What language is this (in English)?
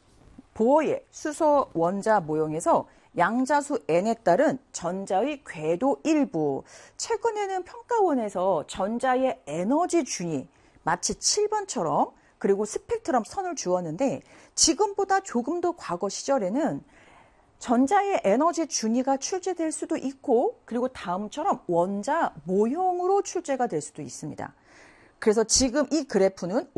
Korean